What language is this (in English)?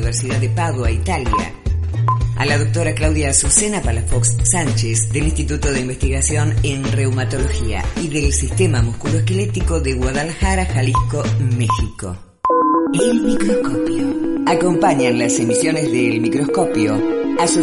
Spanish